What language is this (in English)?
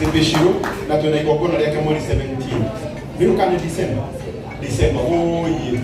Kikuyu